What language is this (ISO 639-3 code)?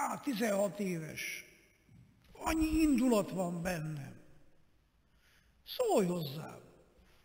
hun